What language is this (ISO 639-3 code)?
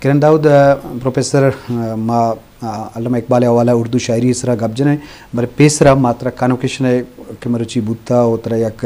bgp